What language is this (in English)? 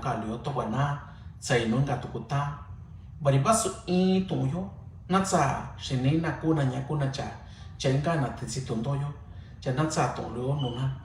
Mixtepec Mixtec